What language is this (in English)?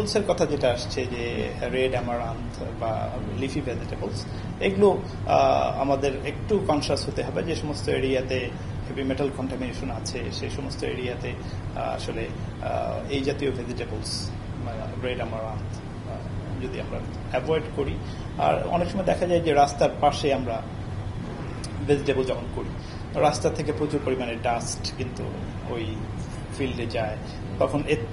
Bangla